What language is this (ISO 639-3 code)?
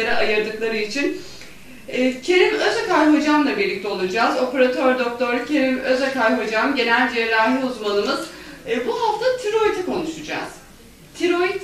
tur